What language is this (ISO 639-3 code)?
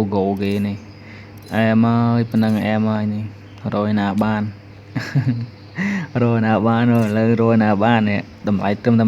khm